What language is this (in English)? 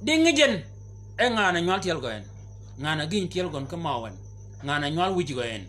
Shilluk